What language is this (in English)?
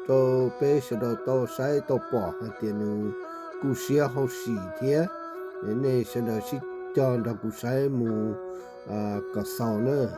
Hmong